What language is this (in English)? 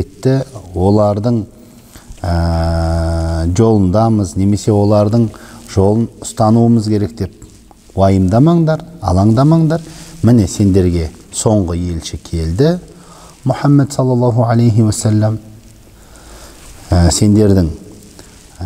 Kazakh